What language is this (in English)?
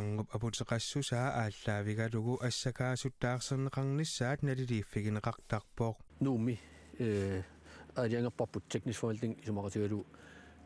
Kalaallisut